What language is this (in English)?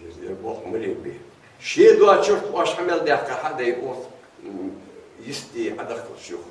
Ingush